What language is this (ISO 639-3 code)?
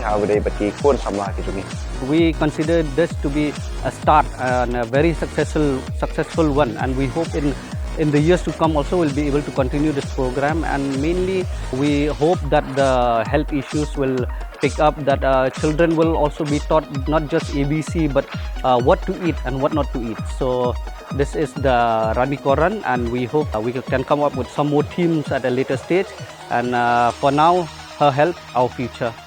kha